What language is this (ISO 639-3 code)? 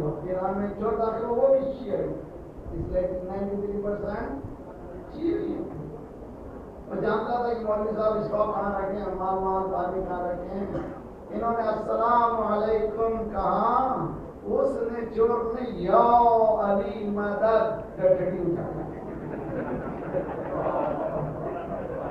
urd